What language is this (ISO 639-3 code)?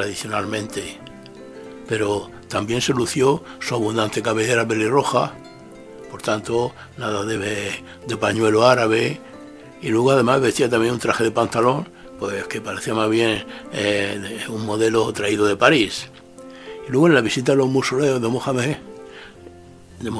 spa